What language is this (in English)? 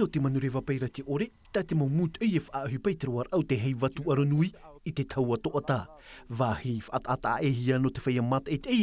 Tahitian